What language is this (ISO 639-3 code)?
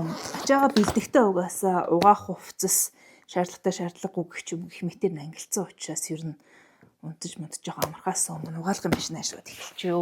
mon